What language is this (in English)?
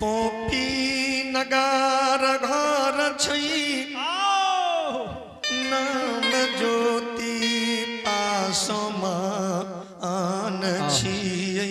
Angika